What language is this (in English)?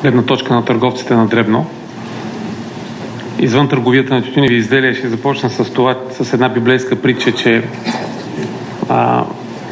Bulgarian